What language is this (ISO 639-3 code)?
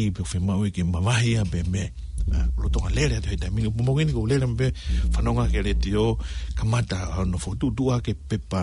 ton